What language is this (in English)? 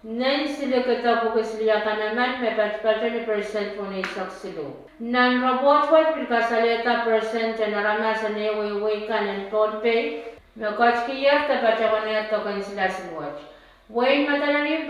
Pohnpeian